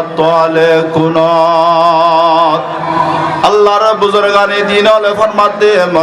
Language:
Rohingya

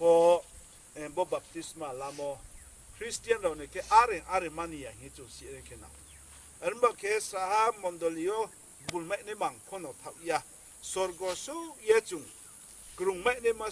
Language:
Riang (India)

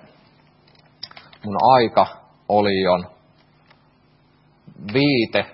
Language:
Finnish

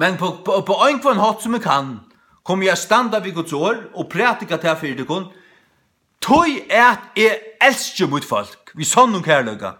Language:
Faroese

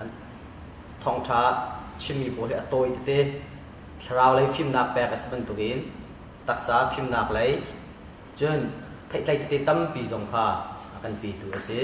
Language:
Hakha Chin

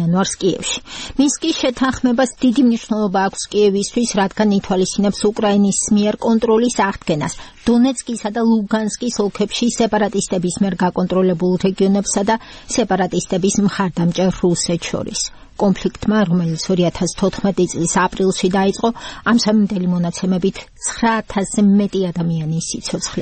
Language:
Georgian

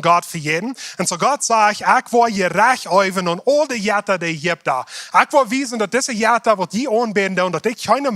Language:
Plautdietsch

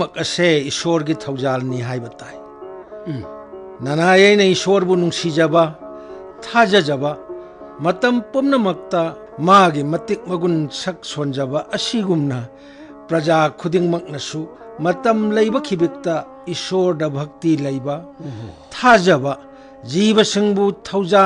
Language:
Manipuri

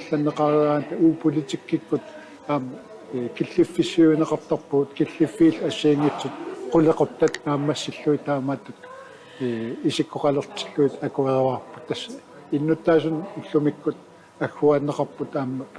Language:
Kalaallisut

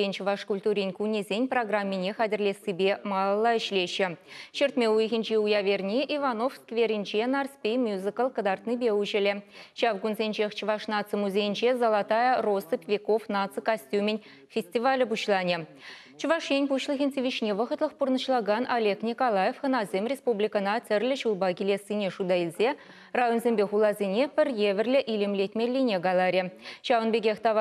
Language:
Chuvash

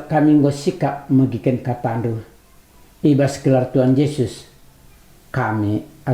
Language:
Batak Karo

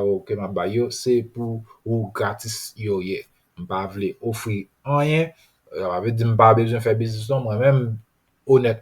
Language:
Haitian Creole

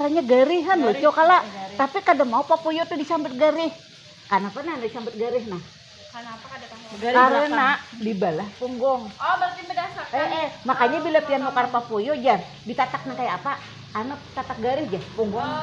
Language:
Banjar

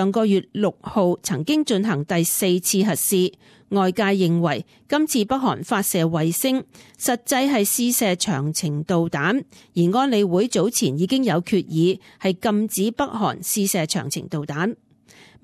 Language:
Cantonese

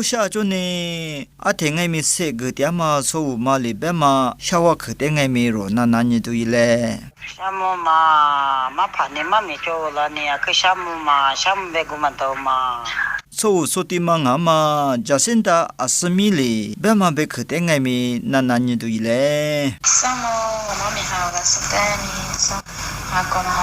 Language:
Lisu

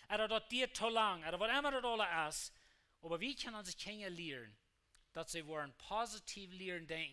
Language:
Plautdietsch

